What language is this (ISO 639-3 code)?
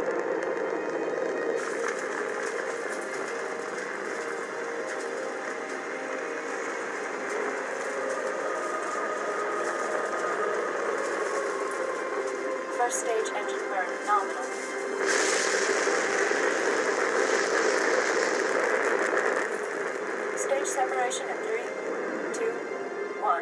eng